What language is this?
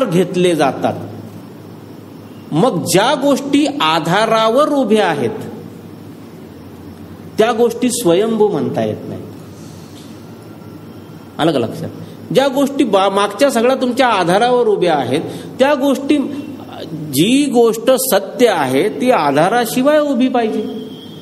Marathi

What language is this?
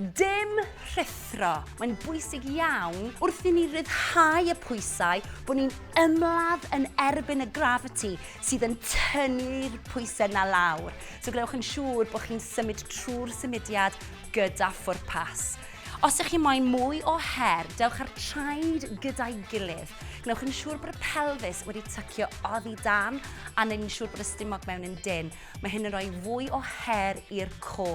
Welsh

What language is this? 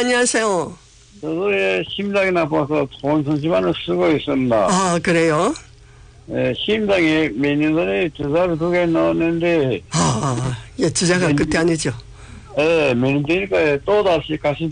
Korean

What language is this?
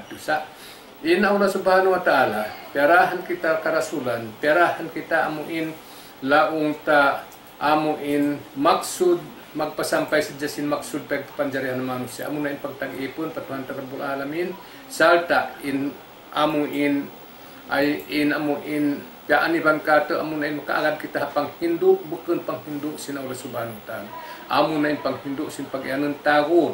Tausug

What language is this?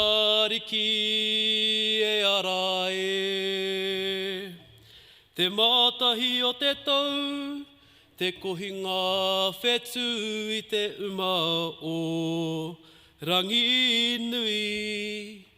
Māori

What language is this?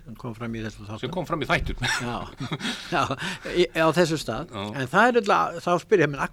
Icelandic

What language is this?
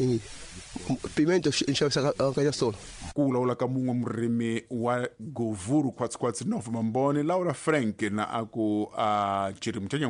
Tsonga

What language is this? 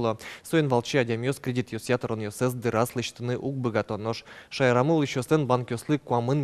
Udmurt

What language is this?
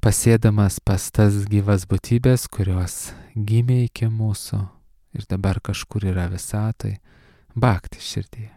Lithuanian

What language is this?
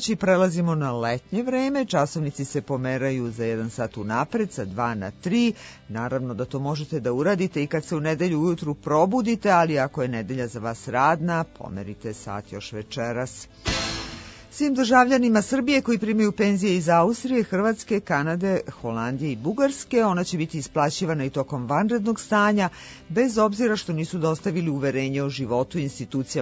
Serbian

